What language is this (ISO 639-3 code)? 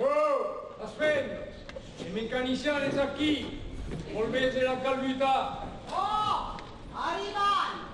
oci